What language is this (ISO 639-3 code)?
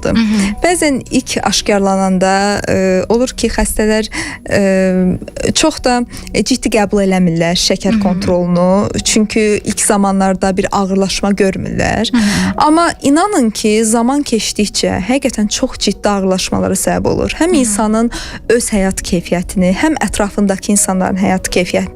aze